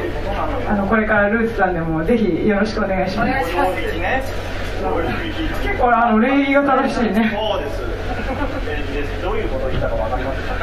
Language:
Japanese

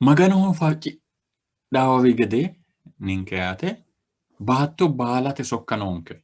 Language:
Sidamo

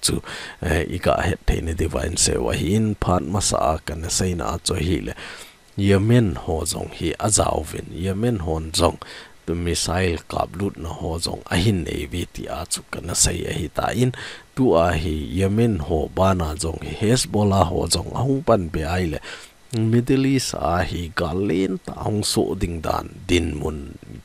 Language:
Thado Chin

